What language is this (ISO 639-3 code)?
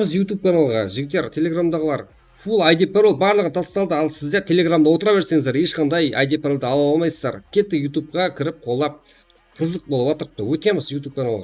kaa